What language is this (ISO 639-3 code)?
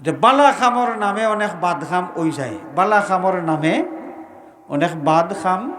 syl